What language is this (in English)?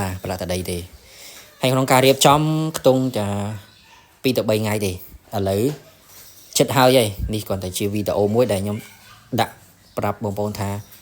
Khmer